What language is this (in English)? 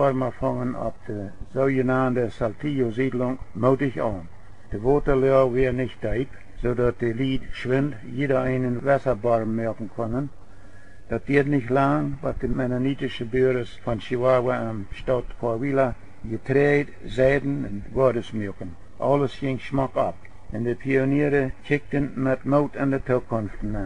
Plautdietsch